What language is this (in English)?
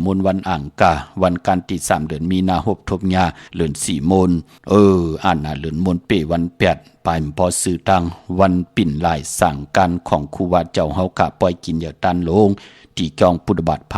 Shan